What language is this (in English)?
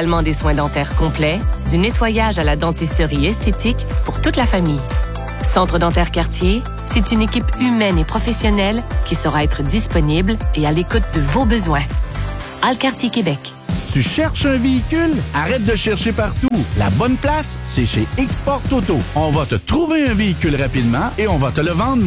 French